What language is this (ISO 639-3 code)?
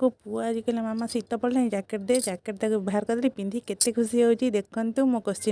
ori